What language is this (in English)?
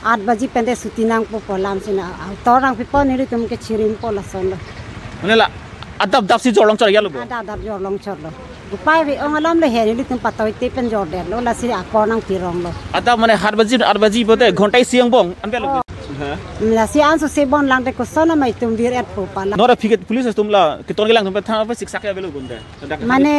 Karbi